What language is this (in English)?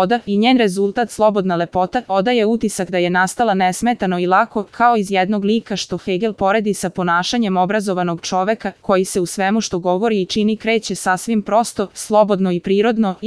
Serbian